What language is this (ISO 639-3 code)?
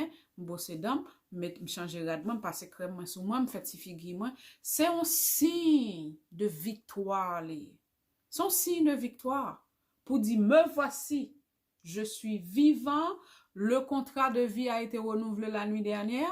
hat